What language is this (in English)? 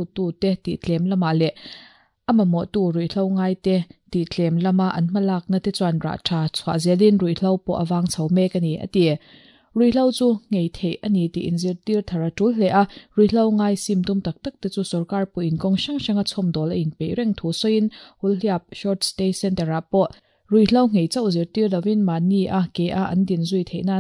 Mizo